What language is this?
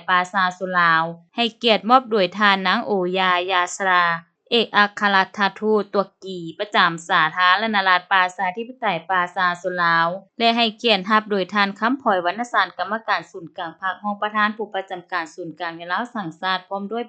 Lao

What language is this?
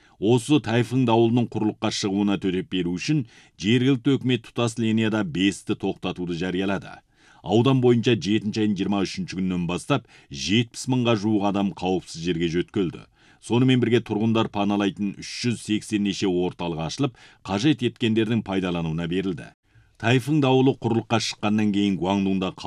Kazakh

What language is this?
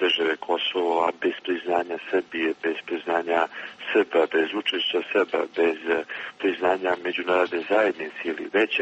Serbian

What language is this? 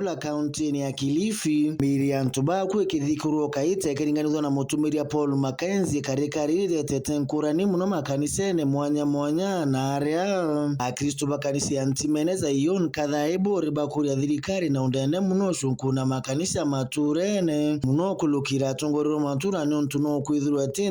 Meru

